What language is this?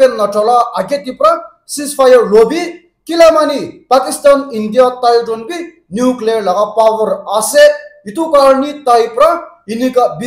Naga Pidgin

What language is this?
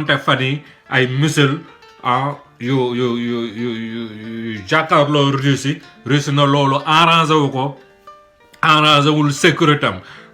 Wolof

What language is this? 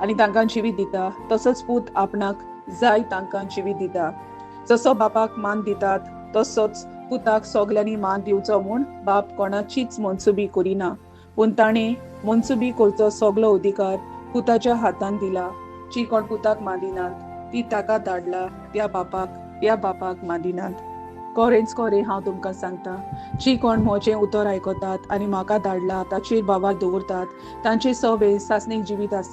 Konkani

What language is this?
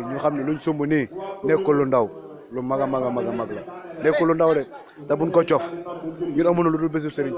Wolof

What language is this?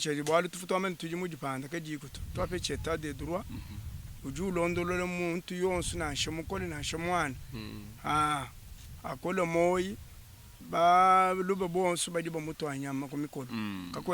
Luba-Lulua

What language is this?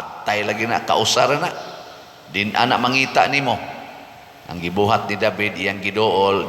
Cebuano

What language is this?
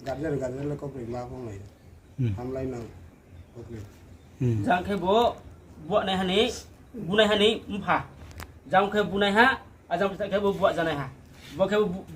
Riang (India)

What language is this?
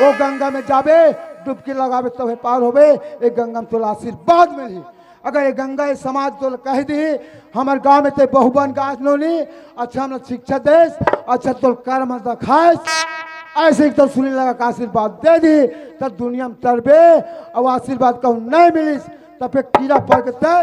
Chhattisgarhi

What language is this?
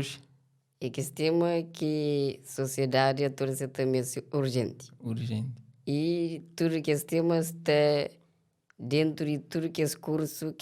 Kabuverdianu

